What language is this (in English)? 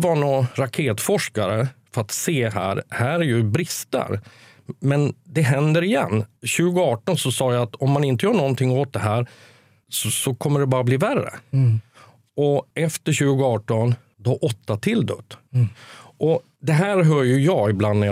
Swedish